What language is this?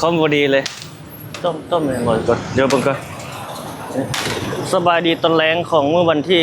Lao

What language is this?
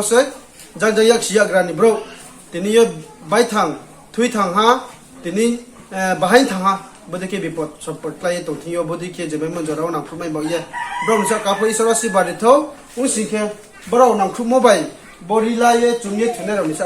Riang (India)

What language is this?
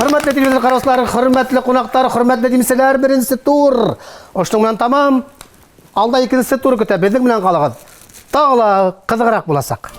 Bashkir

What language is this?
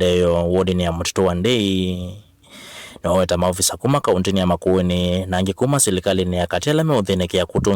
Kamba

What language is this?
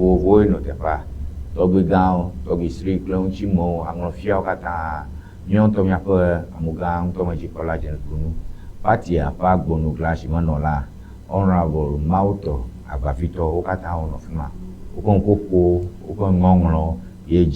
Ewe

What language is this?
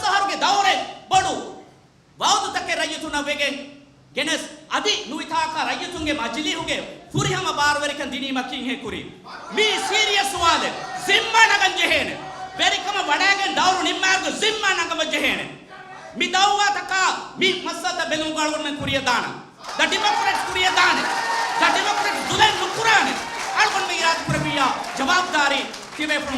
Divehi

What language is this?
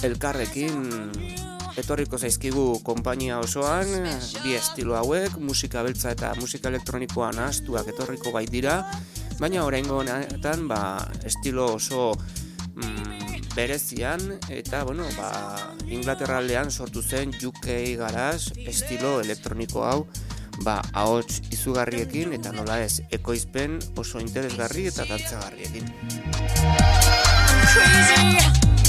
Basque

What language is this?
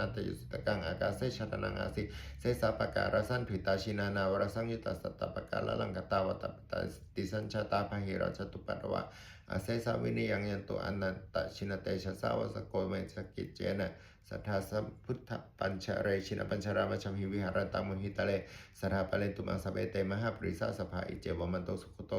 Pali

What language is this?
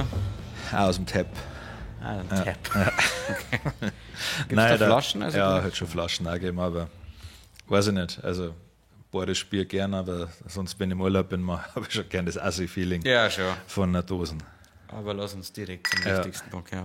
Bavarian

